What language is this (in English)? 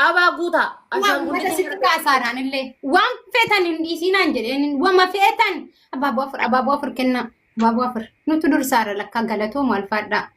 Oromo